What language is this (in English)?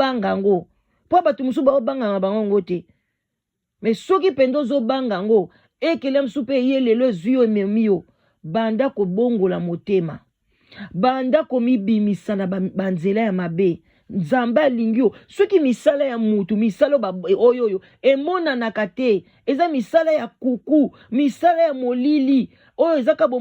Lingala